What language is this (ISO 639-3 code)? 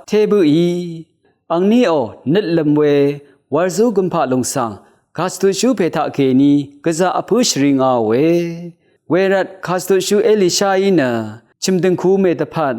raw